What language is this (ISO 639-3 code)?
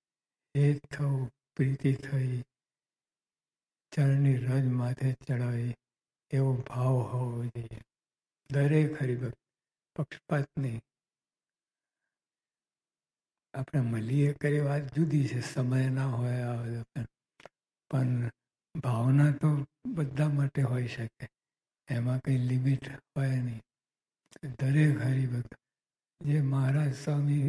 guj